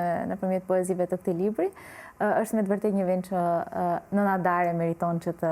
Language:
Albanian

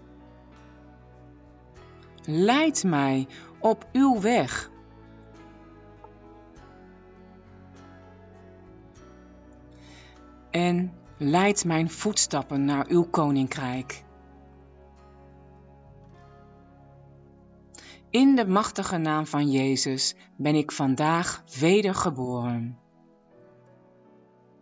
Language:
Dutch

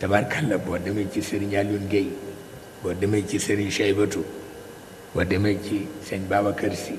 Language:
Wolof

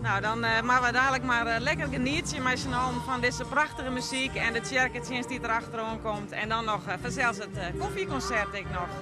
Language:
Western Frisian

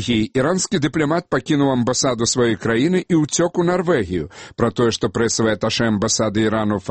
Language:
Belarusian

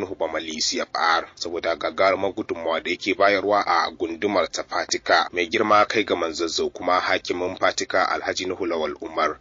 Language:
Hausa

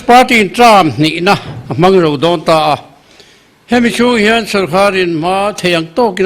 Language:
Mizo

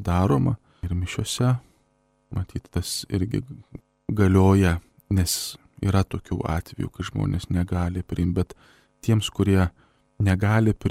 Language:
Lithuanian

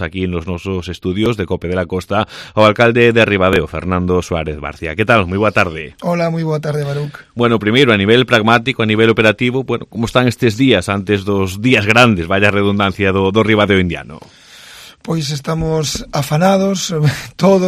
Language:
Galician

